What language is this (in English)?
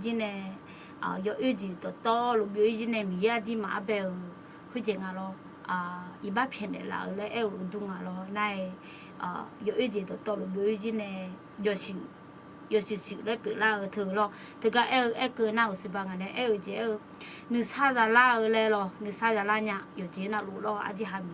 Akha